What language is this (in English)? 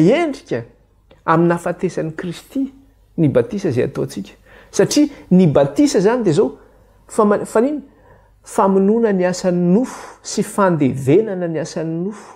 Malagasy